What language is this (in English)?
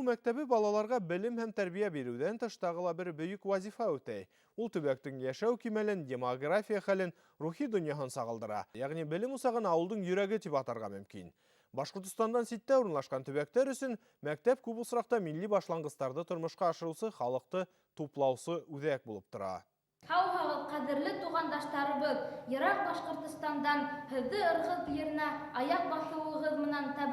Bashkir